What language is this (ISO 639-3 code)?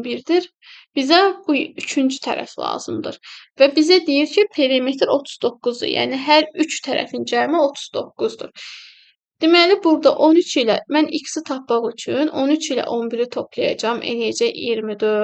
aze